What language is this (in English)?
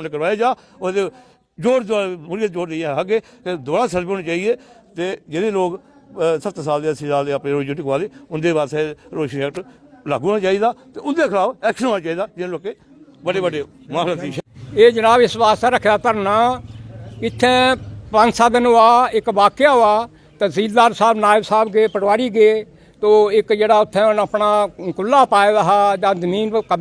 Dogri